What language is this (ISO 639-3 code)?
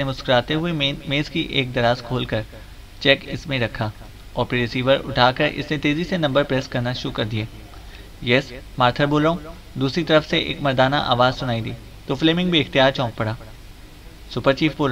urd